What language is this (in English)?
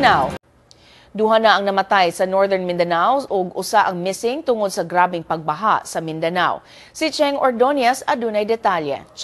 Cebuano